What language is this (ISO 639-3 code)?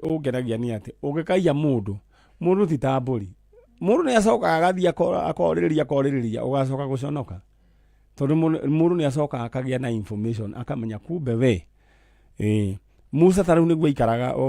kik